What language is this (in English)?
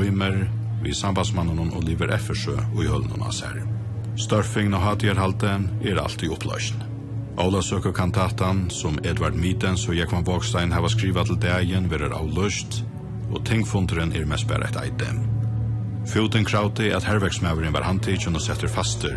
Faroese